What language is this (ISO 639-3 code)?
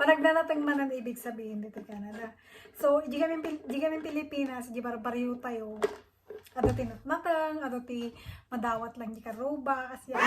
ilo